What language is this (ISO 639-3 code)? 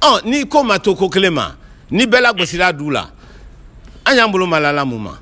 bam